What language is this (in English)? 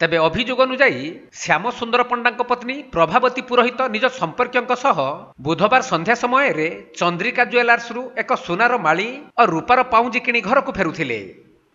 Odia